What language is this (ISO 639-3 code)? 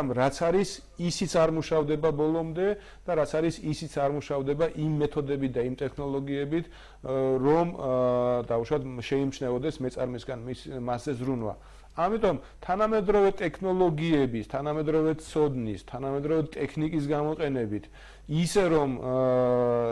kat